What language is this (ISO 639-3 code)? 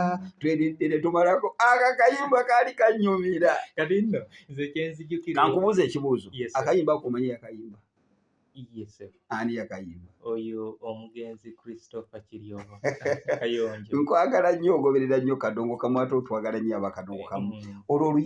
lug